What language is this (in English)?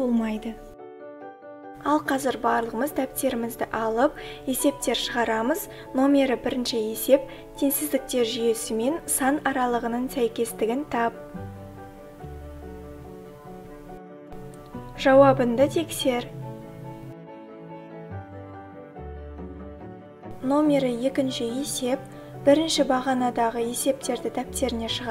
Kazakh